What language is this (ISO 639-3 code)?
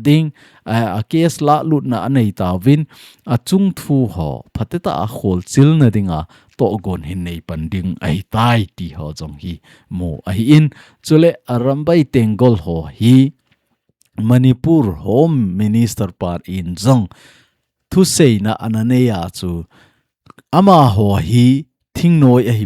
tcz